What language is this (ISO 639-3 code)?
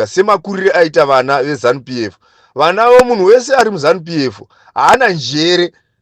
sna